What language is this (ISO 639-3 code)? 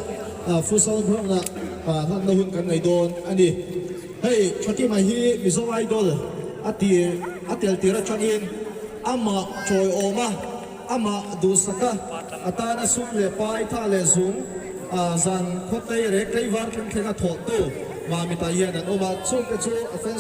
lus